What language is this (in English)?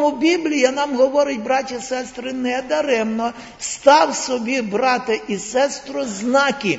Ukrainian